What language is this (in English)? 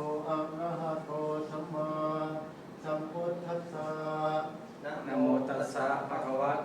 Pali